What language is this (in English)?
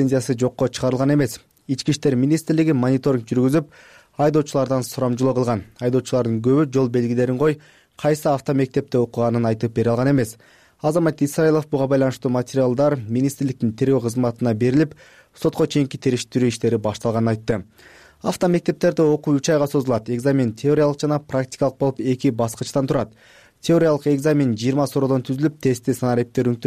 Kyrgyz